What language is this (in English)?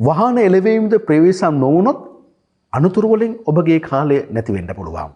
Sinhala